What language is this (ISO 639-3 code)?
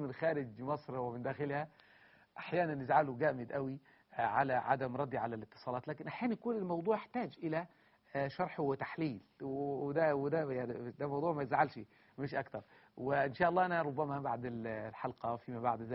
arz